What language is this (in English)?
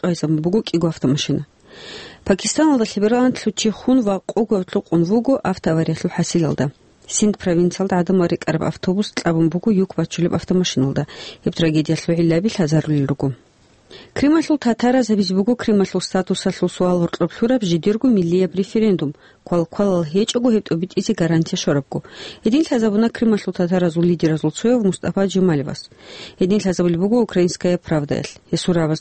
Avaric